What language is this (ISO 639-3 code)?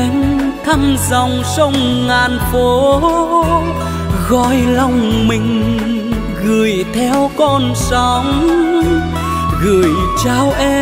vie